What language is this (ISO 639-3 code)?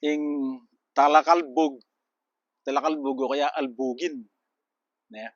pam